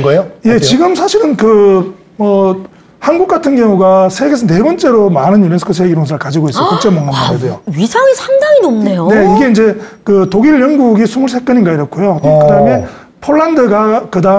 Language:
Korean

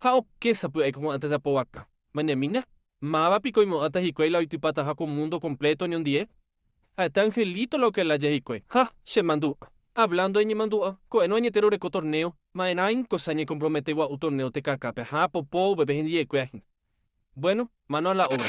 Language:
Guarani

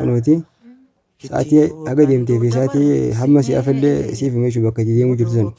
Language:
Oromo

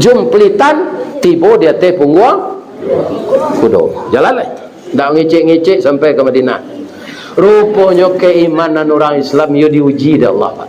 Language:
Minangkabau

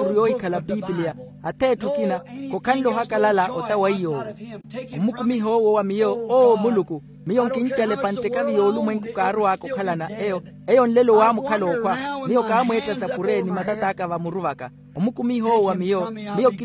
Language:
Makhuwa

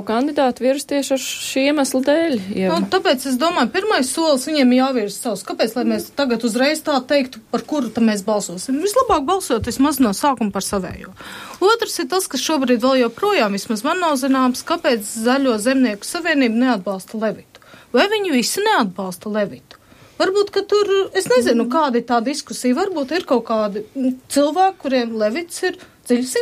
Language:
Latvian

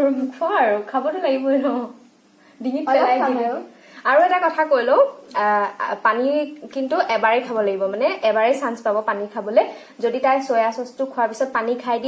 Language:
Assamese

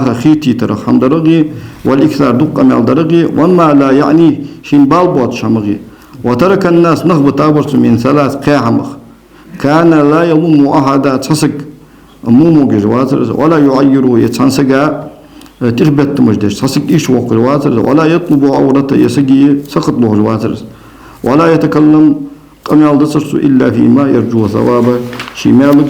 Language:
Ingush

